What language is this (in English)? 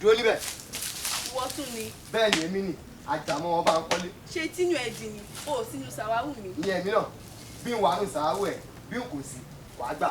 Yoruba